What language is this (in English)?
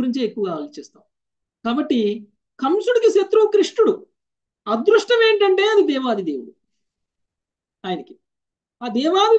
Telugu